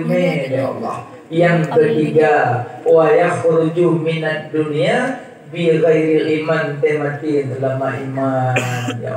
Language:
Achinese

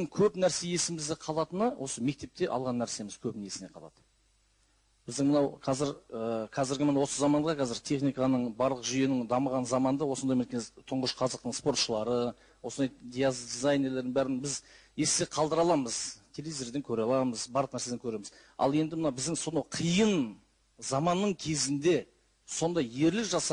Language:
Kazakh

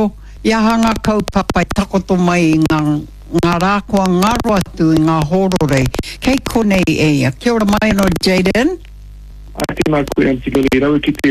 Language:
Māori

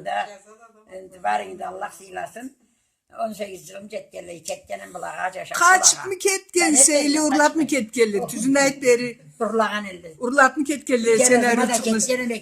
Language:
Karachay-Balkar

